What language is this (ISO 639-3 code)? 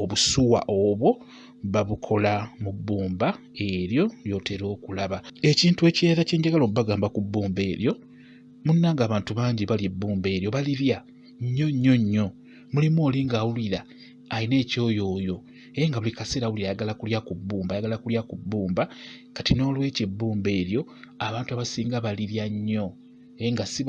lug